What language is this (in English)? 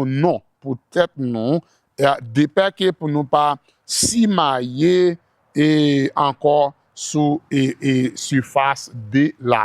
Haitian Creole